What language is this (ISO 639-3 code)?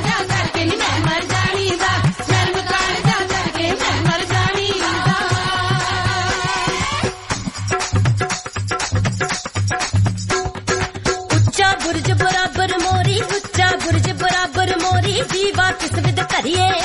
pan